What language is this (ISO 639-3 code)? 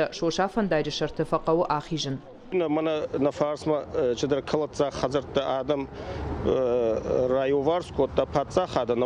oss